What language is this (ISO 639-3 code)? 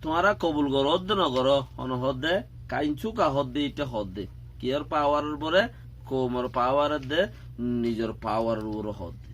rhg